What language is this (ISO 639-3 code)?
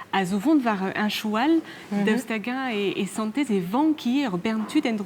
bre